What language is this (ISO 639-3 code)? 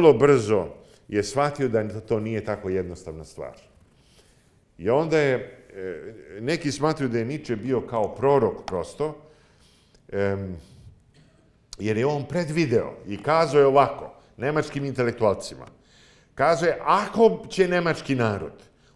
srp